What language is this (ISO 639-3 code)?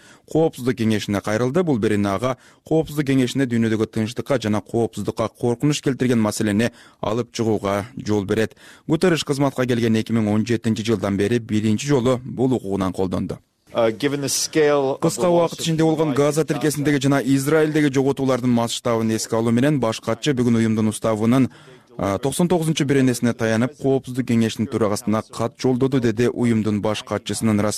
kir